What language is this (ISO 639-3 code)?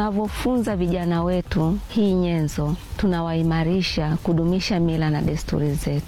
swa